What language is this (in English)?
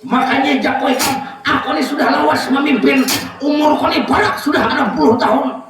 Banjar